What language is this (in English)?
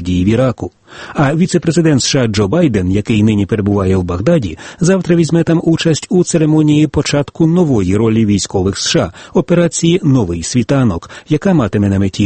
Ukrainian